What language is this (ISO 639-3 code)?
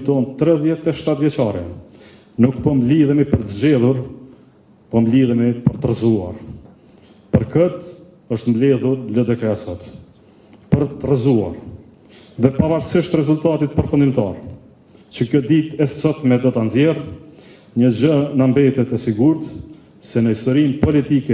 sqi